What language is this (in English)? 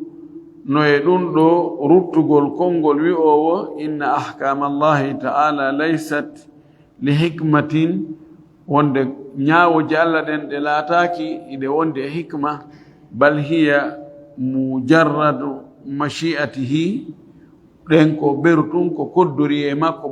Fula